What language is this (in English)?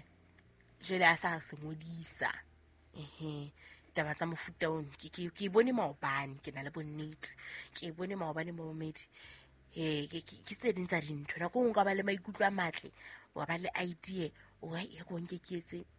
Southern Sotho